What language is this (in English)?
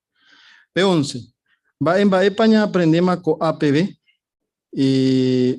Guarani